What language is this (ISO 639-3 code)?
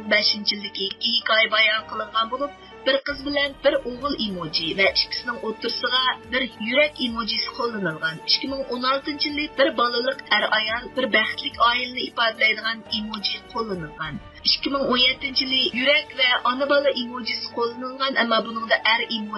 uig